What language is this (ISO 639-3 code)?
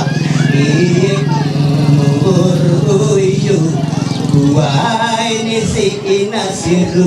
mhy